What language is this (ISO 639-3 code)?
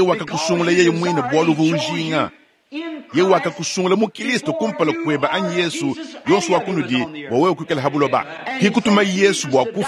lua